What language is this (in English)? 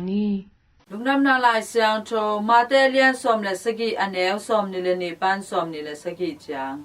Tedim Chin